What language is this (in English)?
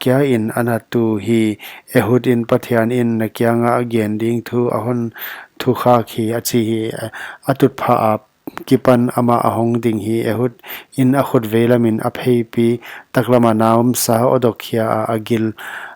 Paite Chin